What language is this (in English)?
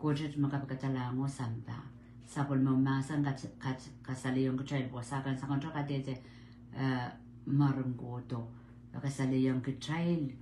Pohnpeian